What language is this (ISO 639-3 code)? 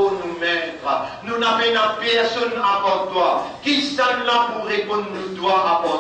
mfe